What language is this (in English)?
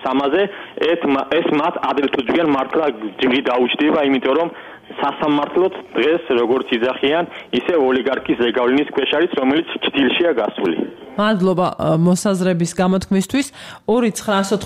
Georgian